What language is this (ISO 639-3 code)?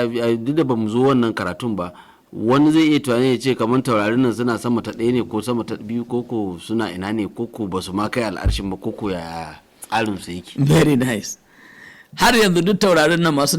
hau